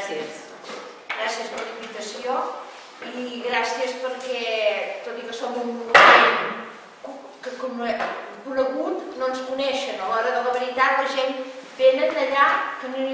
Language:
Catalan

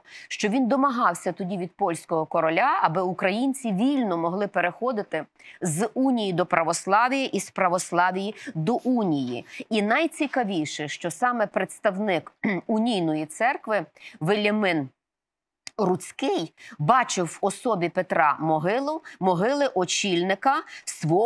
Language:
Ukrainian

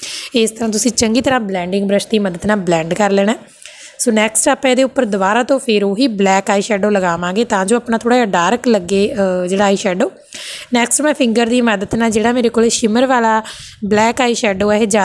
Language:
Punjabi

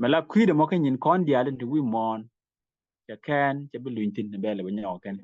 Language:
Nuer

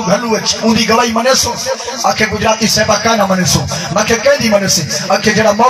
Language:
Saraiki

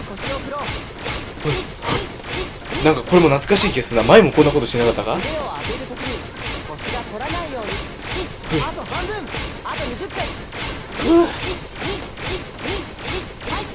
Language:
Japanese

